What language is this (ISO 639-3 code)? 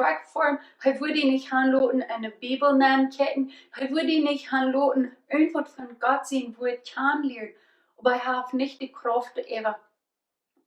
pdt